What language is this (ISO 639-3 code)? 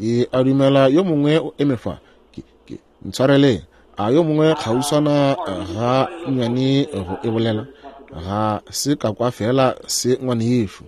nso